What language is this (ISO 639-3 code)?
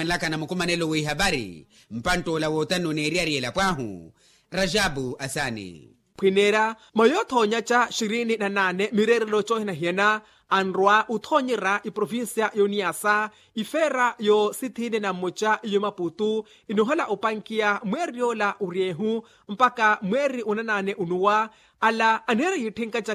vmw